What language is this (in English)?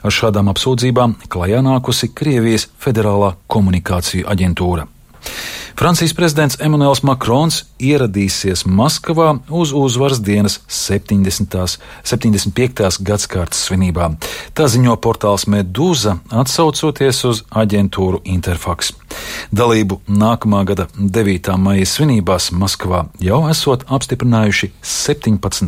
Latvian